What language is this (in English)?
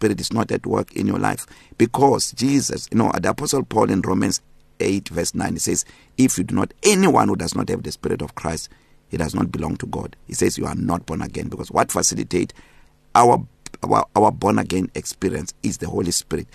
English